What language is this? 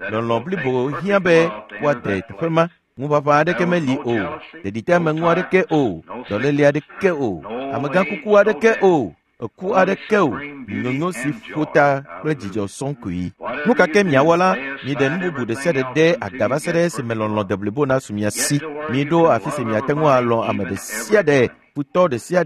Ewe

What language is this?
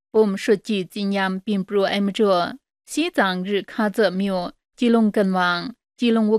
Kachin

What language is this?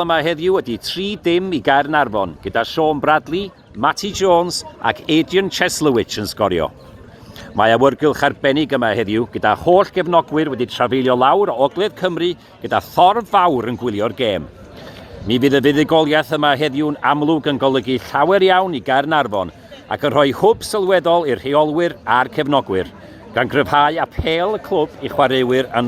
Welsh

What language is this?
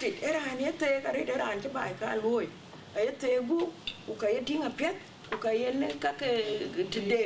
Dinka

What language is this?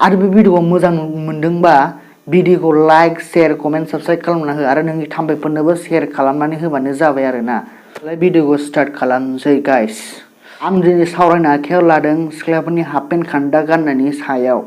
Bodo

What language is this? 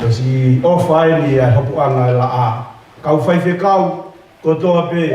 Tongan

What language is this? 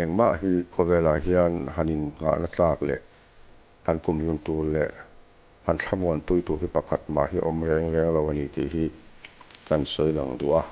Mizo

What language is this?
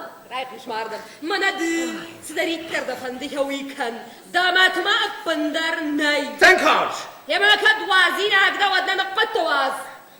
Ossetic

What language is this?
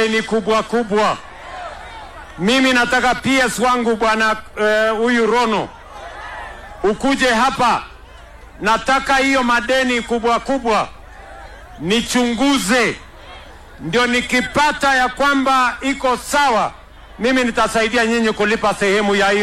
Swahili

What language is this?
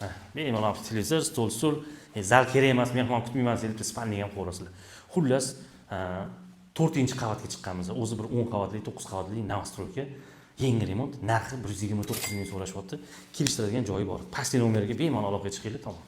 Uzbek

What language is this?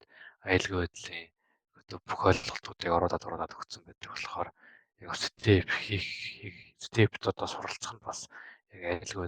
Mongolian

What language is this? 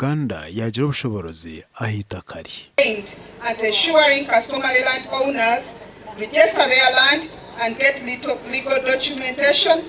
Nyankole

